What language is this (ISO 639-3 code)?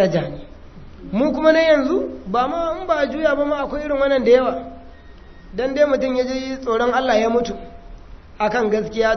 hau